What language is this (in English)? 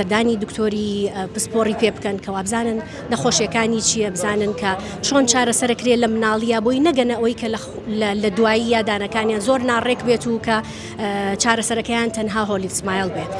Central Kurdish